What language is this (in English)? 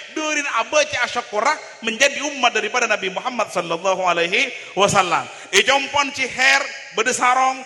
Madurese